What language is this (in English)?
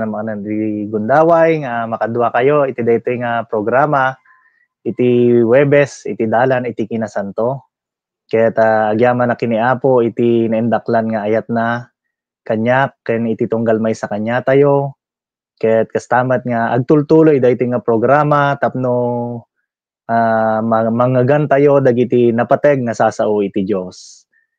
Iloko